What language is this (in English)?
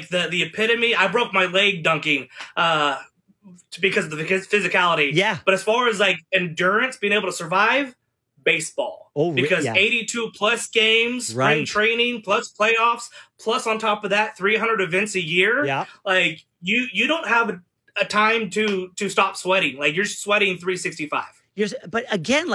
English